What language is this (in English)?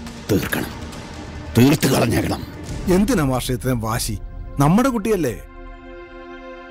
Malayalam